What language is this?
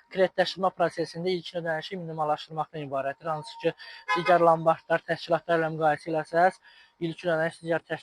Azerbaijani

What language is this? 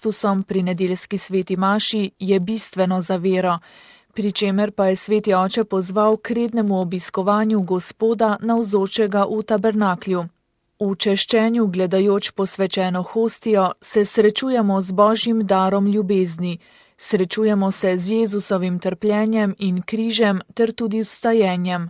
Slovenian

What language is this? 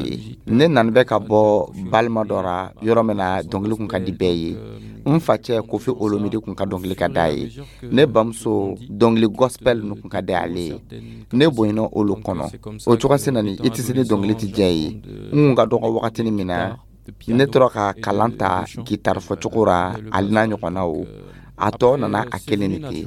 Dyula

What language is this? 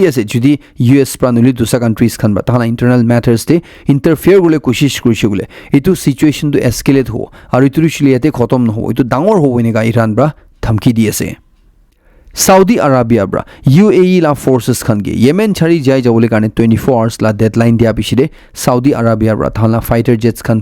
Naga Pidgin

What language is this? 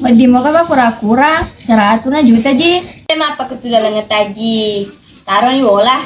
Buginese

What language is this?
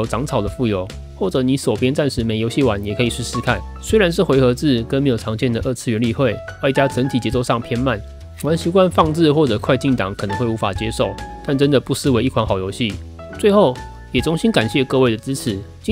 Chinese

